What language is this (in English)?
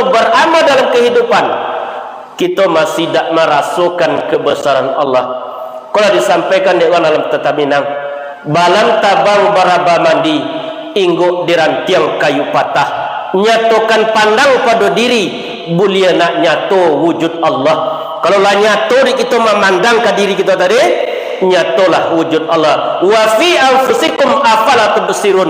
Minangkabau